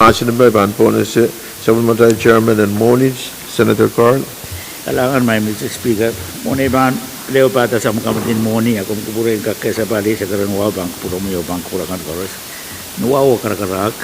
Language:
Pohnpeian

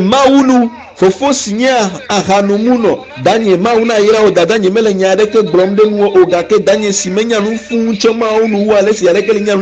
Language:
Ewe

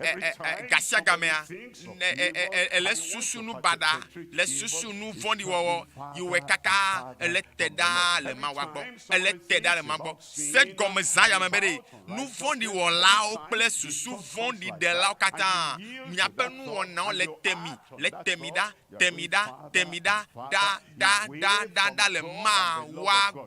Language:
Ewe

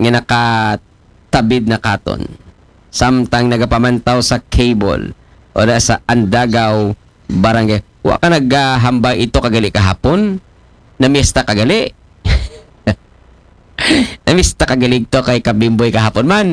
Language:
Aklanon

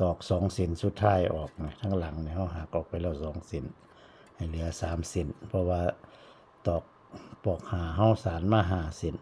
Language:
Northeastern Thai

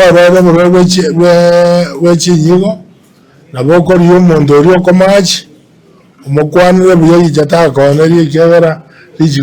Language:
Gusii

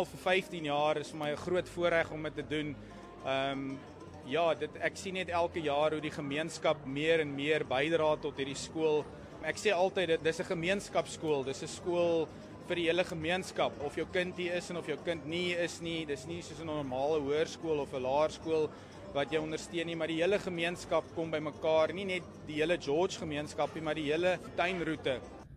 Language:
Afrikaans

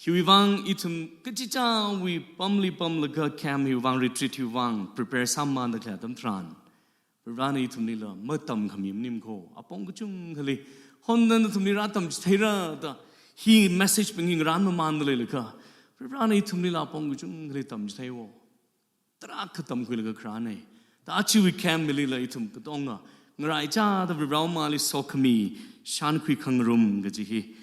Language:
Tangkhul Naga (India)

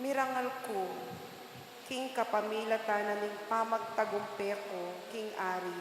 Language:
Pampanga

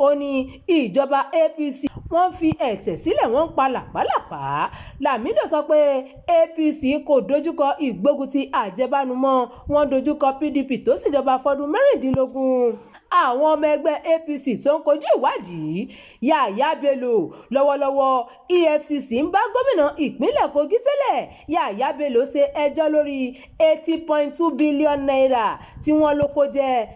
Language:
Yoruba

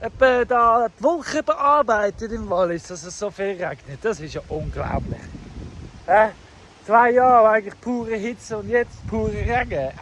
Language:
Swiss German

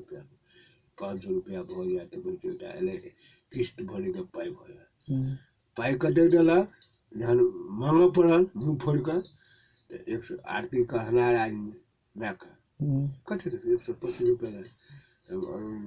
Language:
Maithili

